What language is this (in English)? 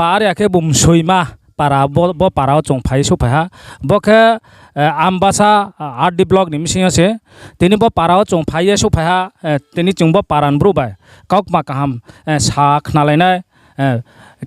Riang (India)